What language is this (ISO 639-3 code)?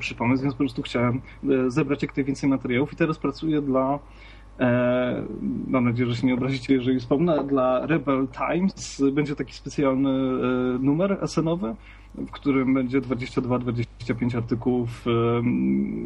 pol